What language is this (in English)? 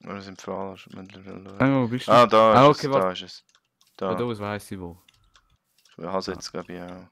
Swiss German